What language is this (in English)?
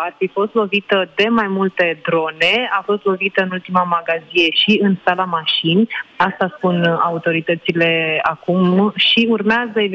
Romanian